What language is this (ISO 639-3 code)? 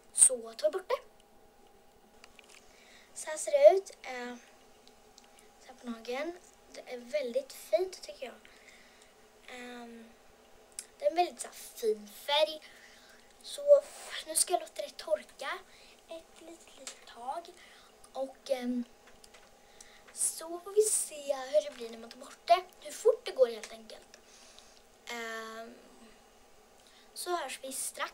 swe